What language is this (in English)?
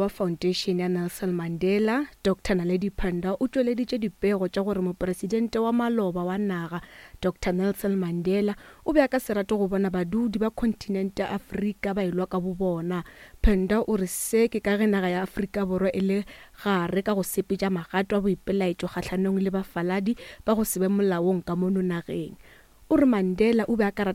Northern Sotho